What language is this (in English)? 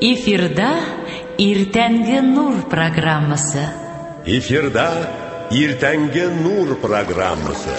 Tatar